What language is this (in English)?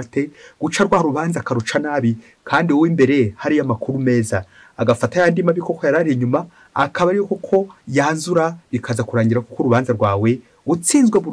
Kinyarwanda